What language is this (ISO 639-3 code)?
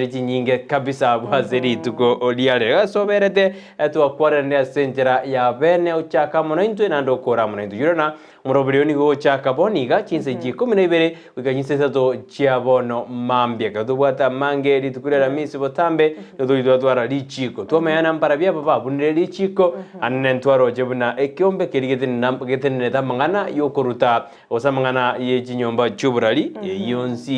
guz